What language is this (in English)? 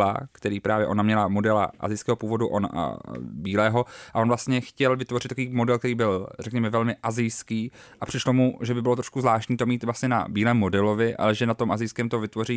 Czech